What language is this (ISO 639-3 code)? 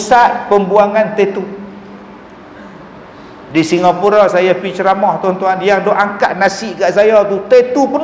msa